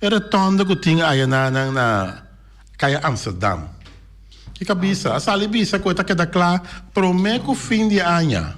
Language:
Papiamento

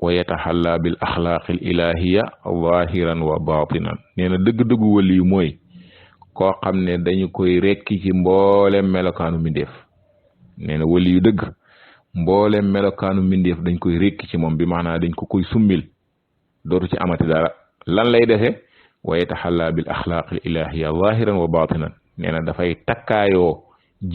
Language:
Wolof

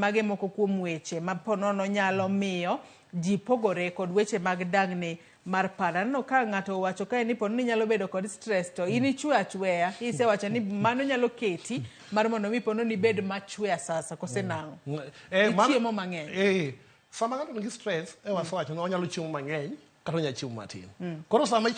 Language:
Luo (Kenya and Tanzania)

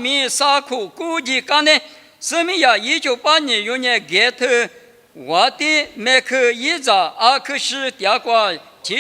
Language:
Lisu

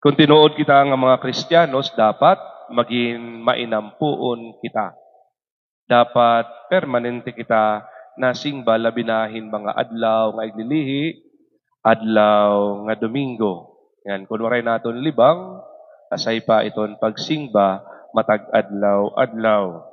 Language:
Waray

